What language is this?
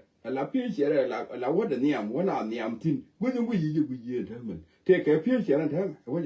Nuer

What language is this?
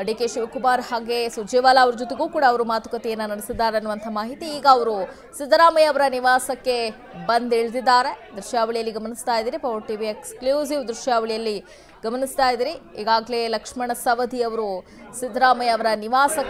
Kannada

